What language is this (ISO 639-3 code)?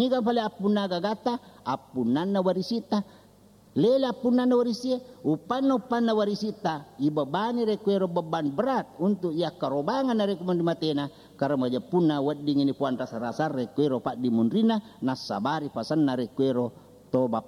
bug